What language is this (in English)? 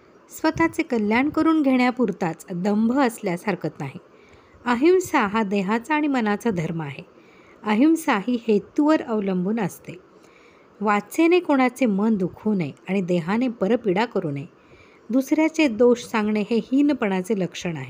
Marathi